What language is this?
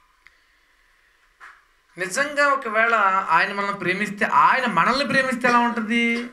Telugu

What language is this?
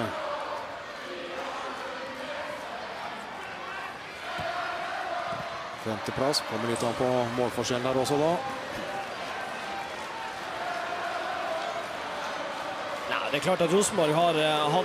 Norwegian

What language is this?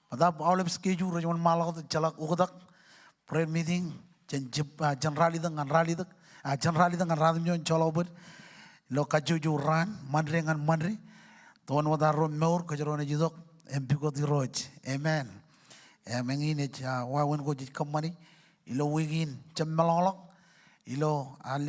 Marshallese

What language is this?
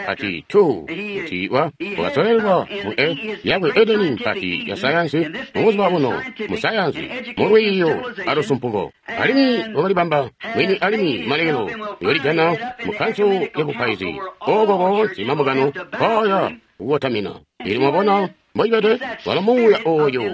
Tonga (Zambia)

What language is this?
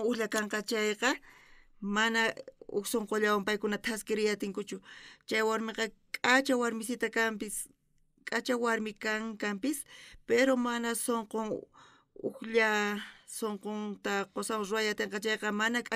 South Bolivian Quechua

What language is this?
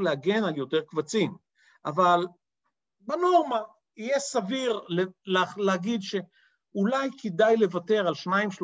Hebrew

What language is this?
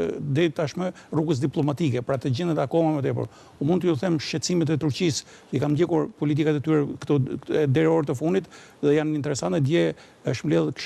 Albanian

